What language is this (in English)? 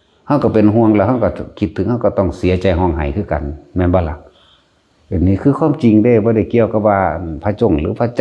Lao